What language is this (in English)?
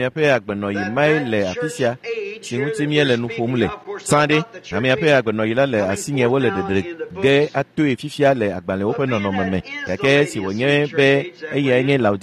Ewe